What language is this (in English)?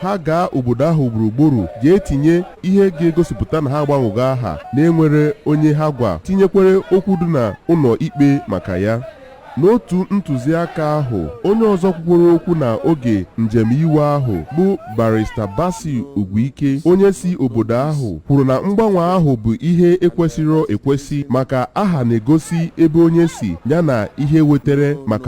Igbo